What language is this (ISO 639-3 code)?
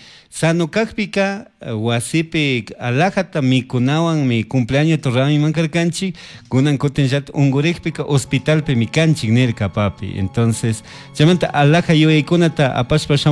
qug